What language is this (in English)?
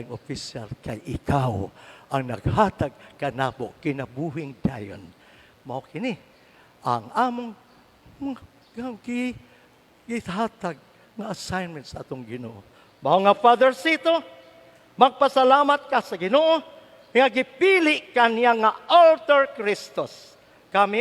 Cebuano